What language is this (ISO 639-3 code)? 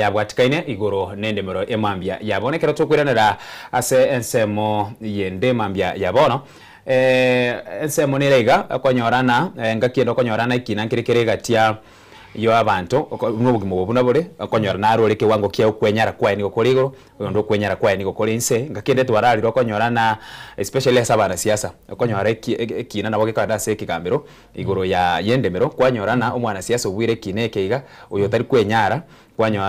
guz